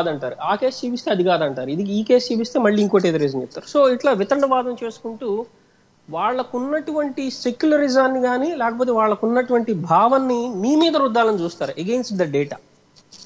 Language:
Telugu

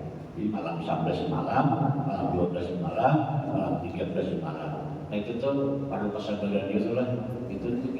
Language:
Banjar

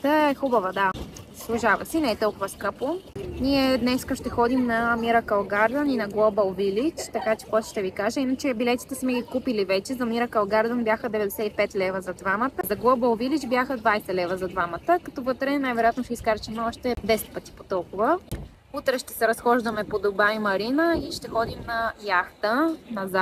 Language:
Bulgarian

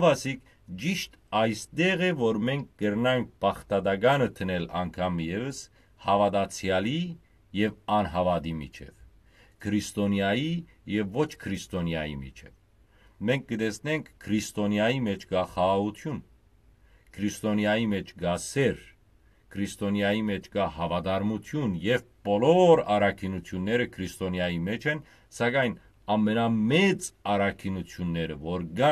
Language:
Western Armenian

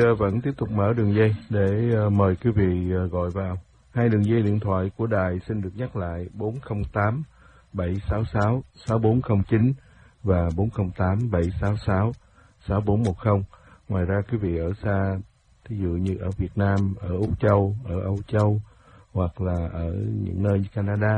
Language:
Vietnamese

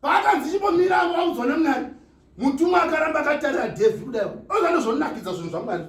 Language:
Shona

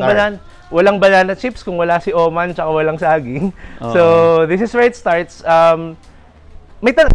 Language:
Filipino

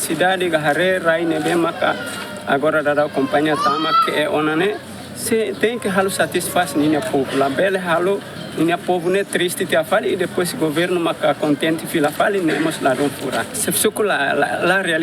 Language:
Tetum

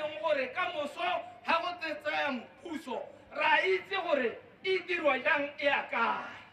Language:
Tswana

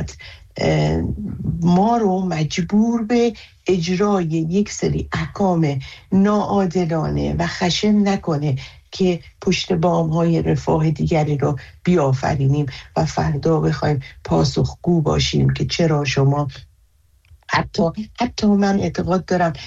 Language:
Persian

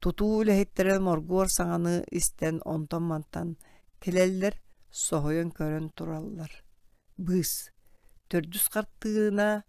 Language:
Yakut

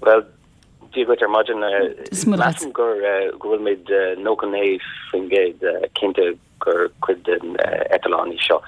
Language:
Irish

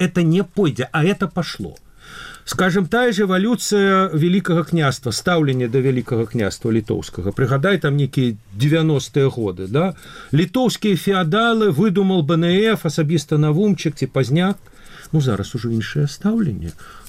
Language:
Belarusian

